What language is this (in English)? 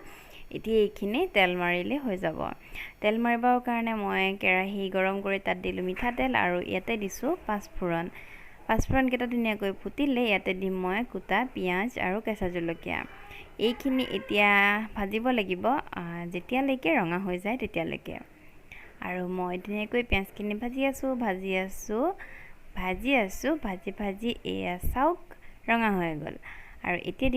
Assamese